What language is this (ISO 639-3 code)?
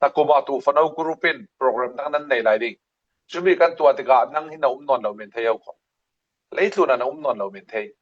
cfm